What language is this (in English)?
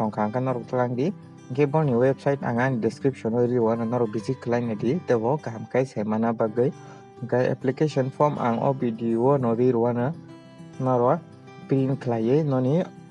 Kok Borok